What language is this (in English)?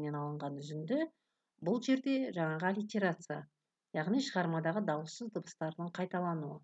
Kazakh